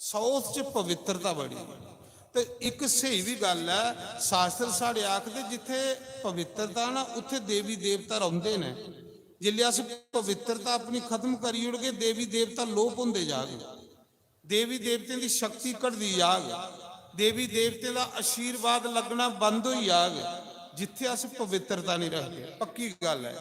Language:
Dogri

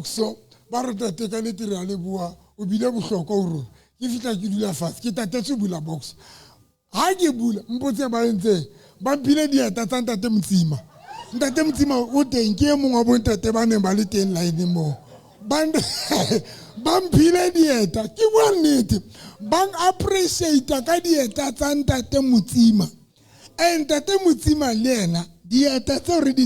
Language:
Southern Sotho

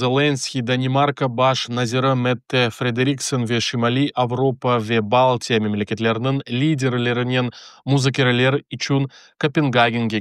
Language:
Crimean Tatar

